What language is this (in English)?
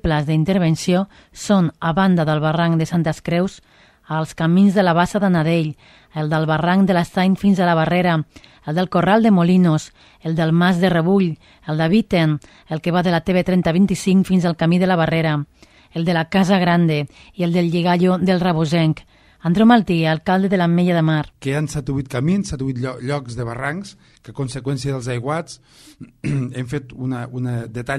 Catalan